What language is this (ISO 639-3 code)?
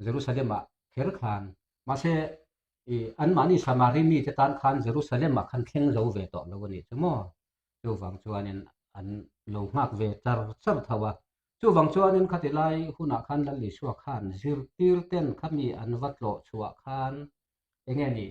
lus